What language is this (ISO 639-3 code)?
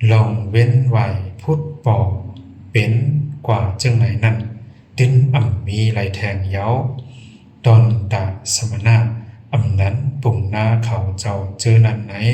shn